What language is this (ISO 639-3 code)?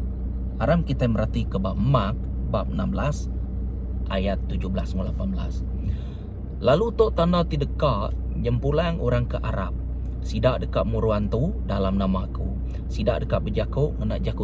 iba